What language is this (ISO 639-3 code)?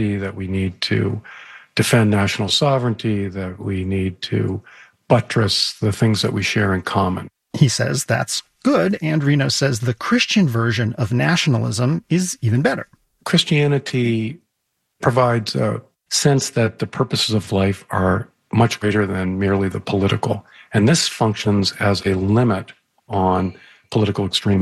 eng